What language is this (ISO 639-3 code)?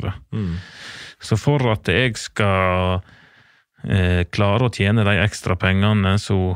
nor